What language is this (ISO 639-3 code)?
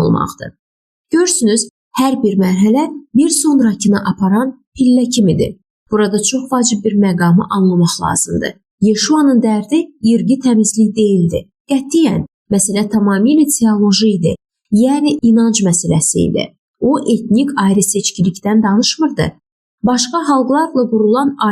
aze